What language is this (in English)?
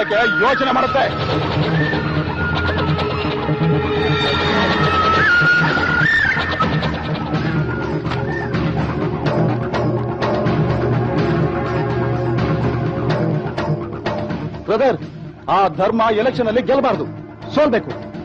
Kannada